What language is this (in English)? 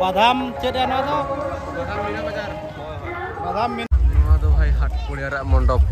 Santali